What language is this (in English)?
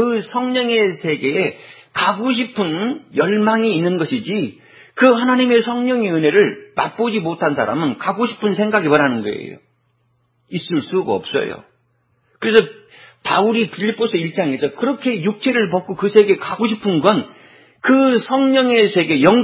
Korean